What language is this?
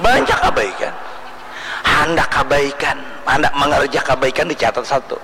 Banjar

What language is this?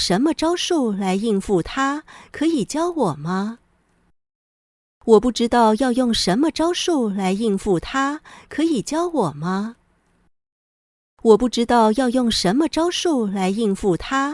Hakka Chinese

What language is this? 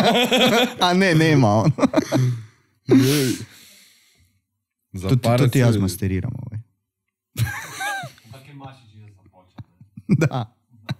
Croatian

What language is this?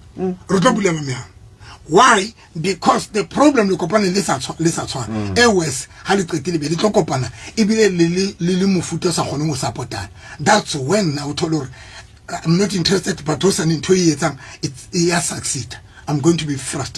Southern Sotho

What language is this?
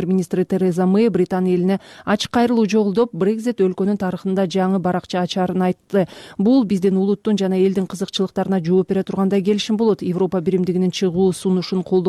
Kyrgyz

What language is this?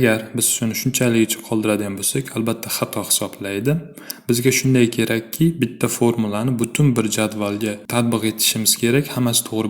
Uzbek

